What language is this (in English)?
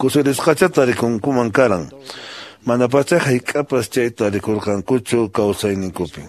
Quechua